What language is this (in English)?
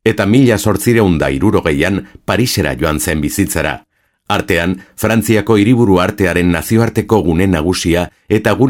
Basque